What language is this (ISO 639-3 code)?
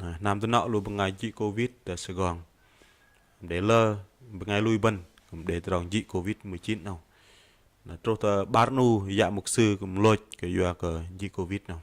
bdq